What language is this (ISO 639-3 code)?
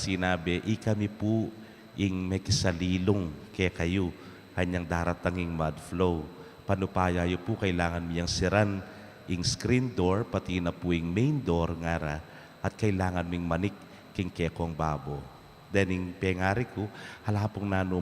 pam